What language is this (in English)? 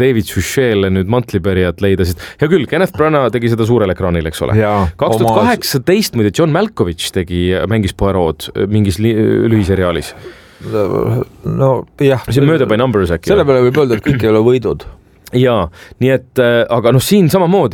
Estonian